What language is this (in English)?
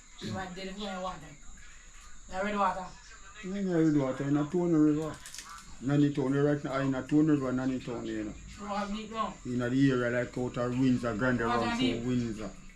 Jamaican Creole English